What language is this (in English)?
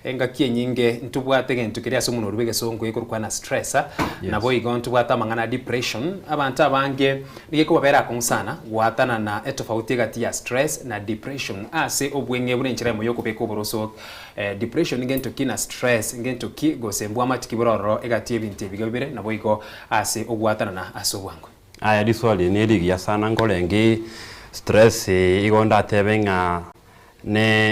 Gusii